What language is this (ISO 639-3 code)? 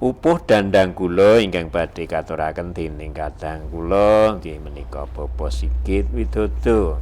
jav